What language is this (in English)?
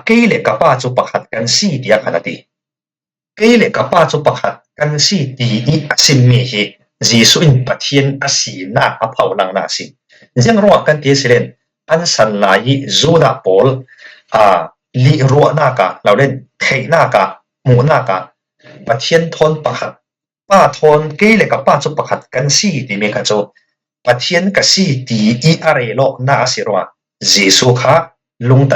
Falam Chin